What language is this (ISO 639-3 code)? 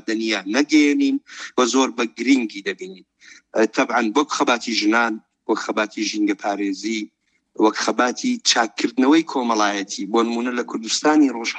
ckb